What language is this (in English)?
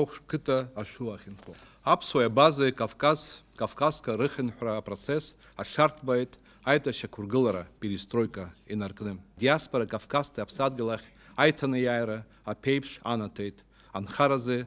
Abkhazian